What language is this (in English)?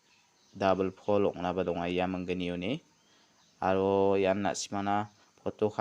Garo